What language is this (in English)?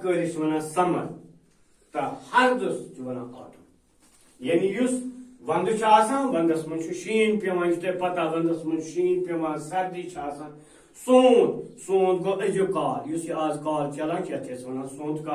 Kashmiri